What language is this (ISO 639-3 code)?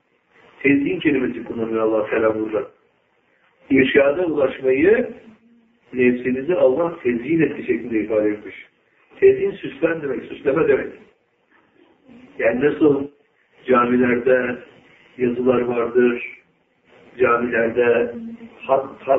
tur